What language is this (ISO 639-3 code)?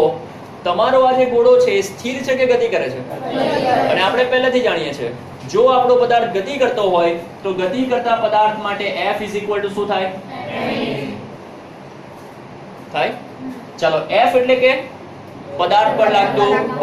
guj